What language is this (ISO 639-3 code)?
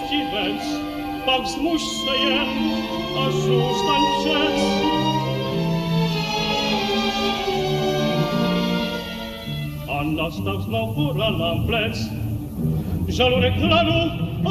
ces